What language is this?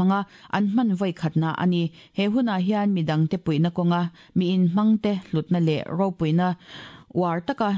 Mizo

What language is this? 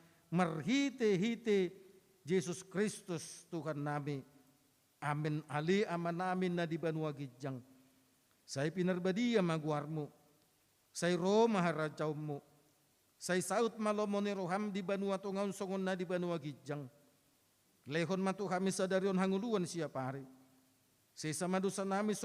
Batak Toba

